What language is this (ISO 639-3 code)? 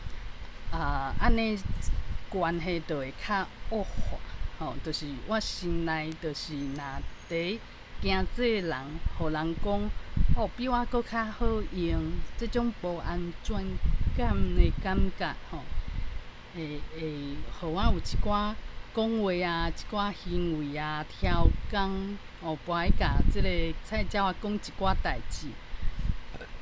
nan